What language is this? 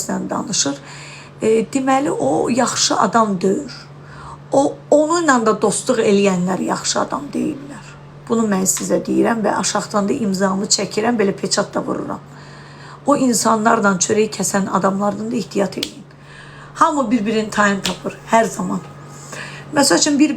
Azerbaijani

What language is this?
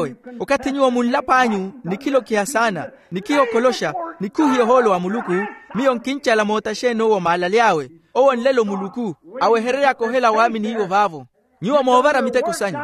Makhuwa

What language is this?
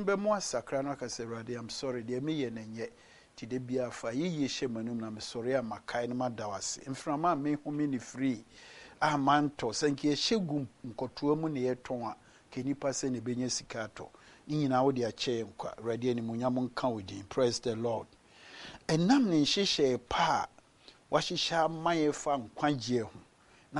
Akan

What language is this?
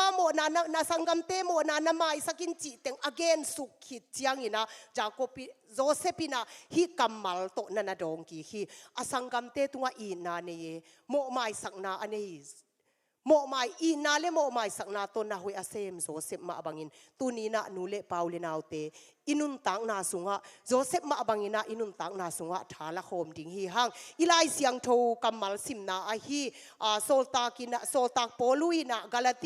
Tedim Chin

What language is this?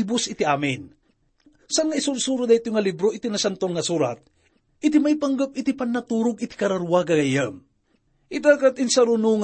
Iloko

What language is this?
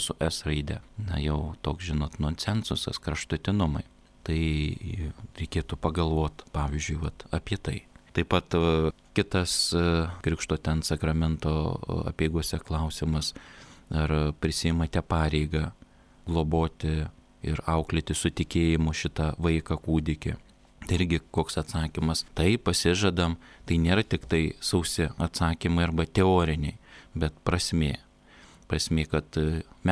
Lithuanian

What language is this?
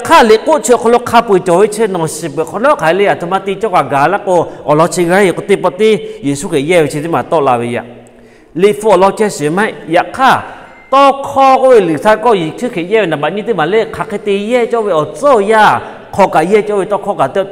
Lahu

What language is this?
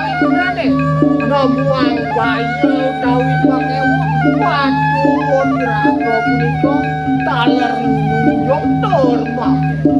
Balinese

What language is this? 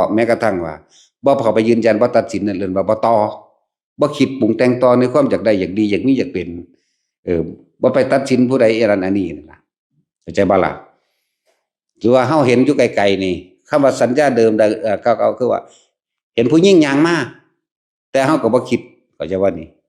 Northeastern Thai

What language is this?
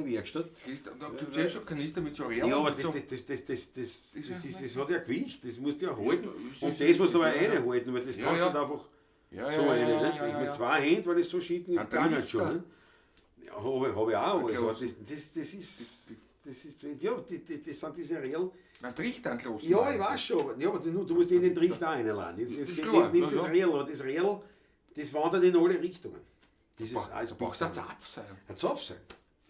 Bavarian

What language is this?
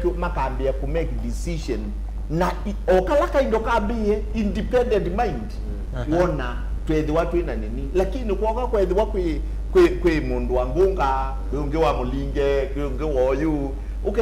Kamba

